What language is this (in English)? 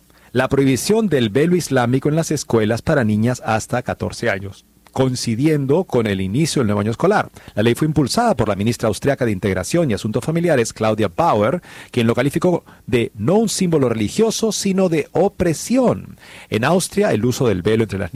Spanish